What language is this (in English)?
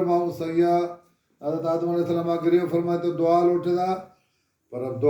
Baluchi